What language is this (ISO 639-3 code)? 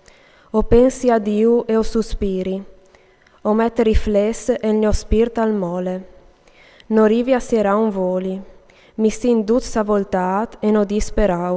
fur